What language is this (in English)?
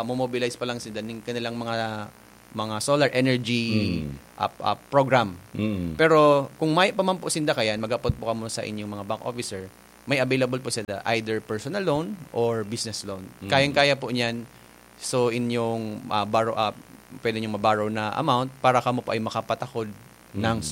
Bikol